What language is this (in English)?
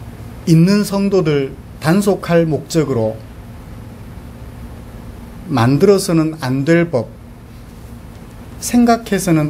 Korean